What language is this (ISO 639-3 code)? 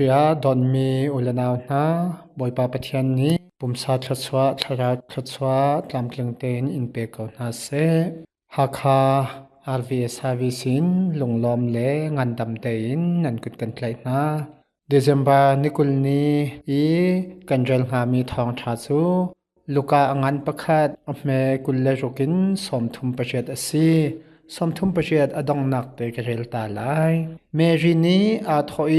cnh